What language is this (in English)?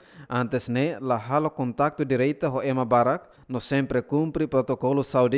Tetum